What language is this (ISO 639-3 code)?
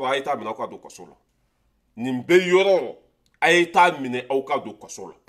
bam